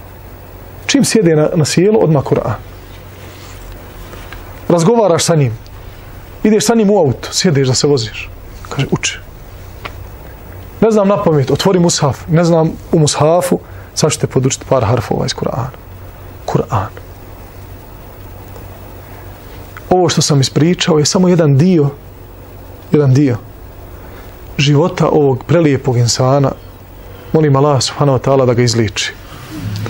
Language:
Bosnian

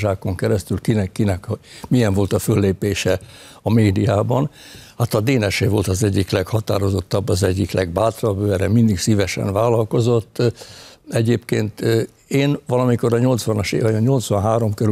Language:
Hungarian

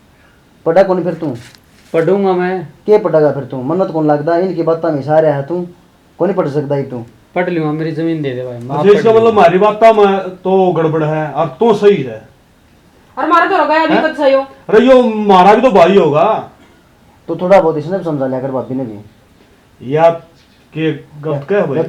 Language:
Haryanvi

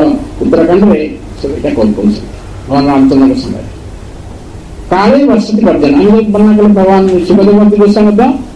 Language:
Odia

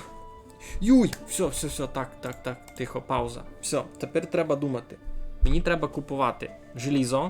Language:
Rusyn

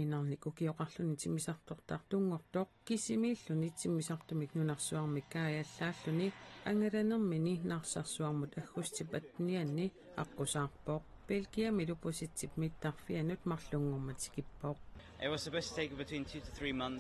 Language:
Kalaallisut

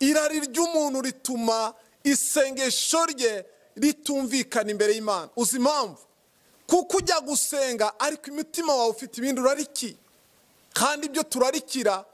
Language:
Kinyarwanda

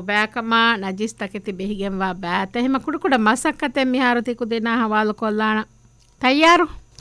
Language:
Divehi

